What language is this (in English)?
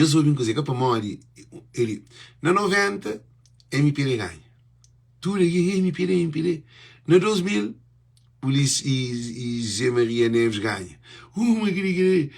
Kabuverdianu